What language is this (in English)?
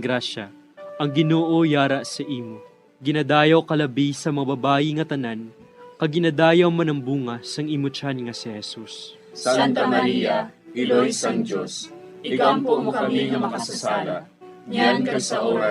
Hiligaynon